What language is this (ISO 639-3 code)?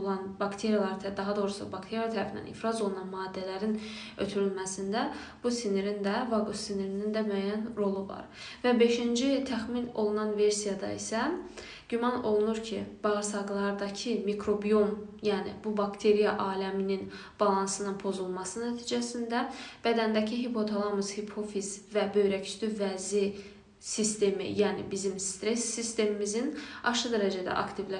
aze